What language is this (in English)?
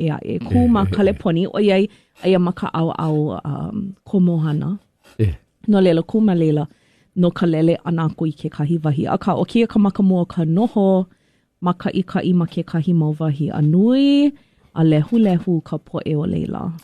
Hawaiian